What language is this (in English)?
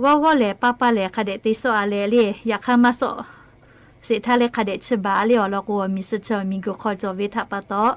Lahu